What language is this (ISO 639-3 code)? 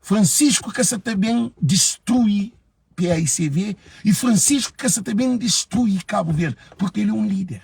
kea